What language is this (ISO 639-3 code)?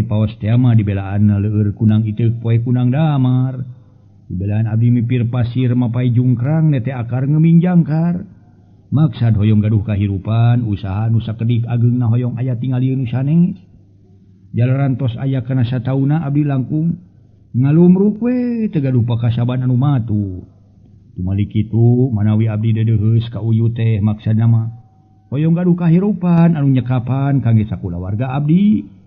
sun